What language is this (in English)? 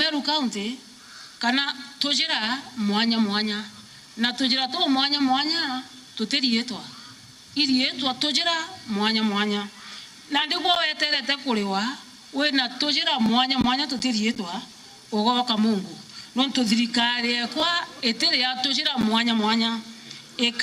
Meru